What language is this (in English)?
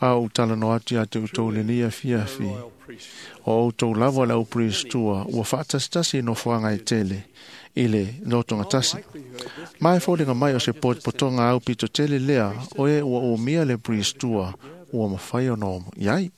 Samoan